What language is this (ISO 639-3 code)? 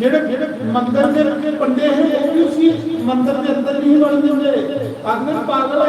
doi